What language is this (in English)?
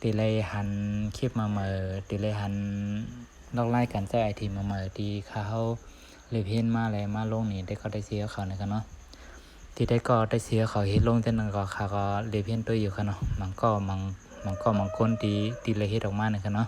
Shan